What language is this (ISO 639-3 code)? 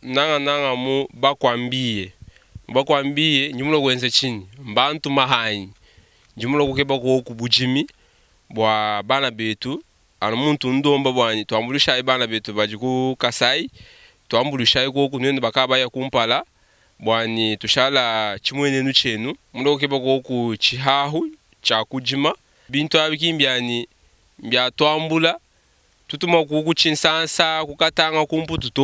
lua